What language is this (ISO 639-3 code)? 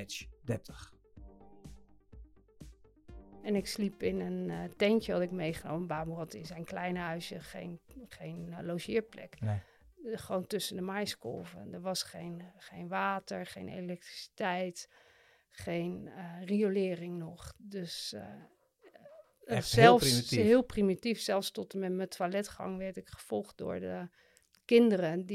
nld